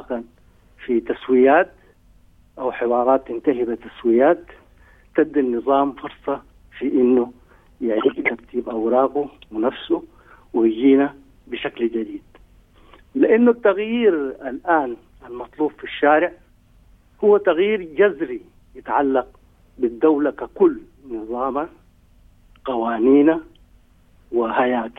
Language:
Sudanese Arabic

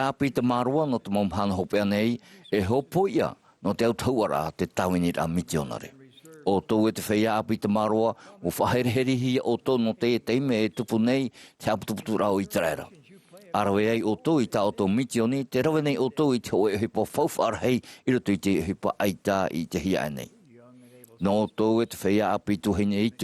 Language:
Tahitian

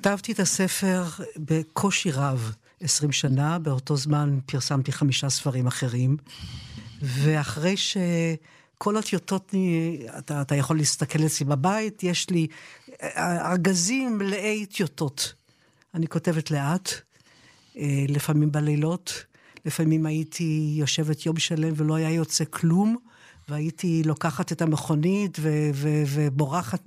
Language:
Hebrew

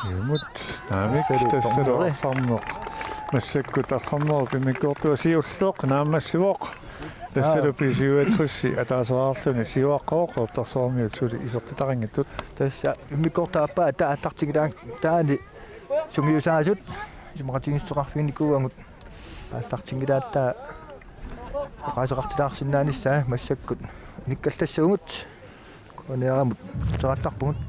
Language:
Kalaallisut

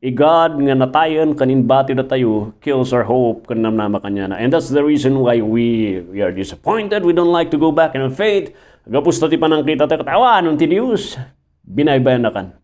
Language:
Iloko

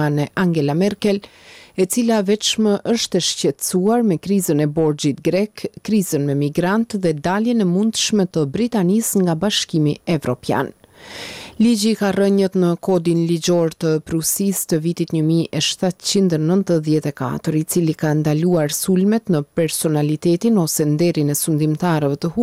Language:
Albanian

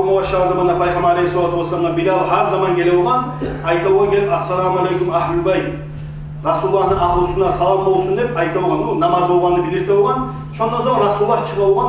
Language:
Kumyk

